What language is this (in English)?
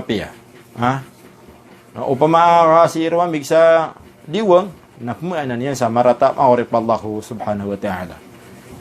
Maranao